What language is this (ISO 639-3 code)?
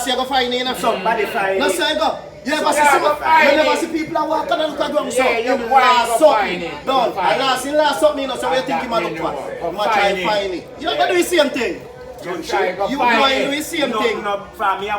jam